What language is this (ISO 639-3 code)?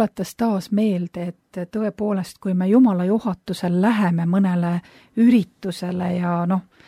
est